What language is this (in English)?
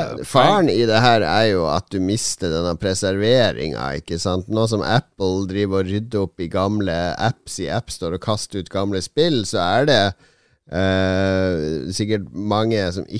Norwegian